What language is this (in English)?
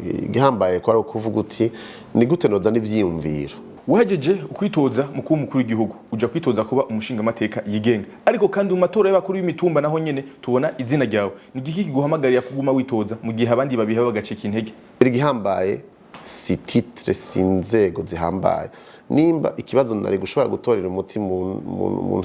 Rundi